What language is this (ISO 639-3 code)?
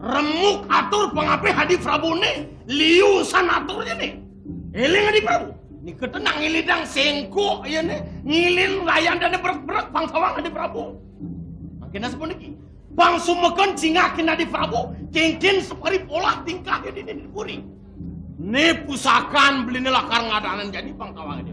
ban